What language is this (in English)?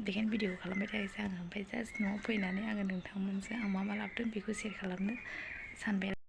Bodo